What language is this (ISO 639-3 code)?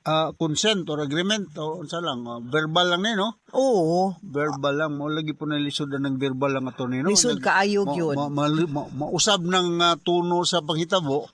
ceb